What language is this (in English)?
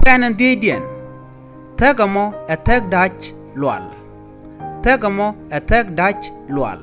Nuer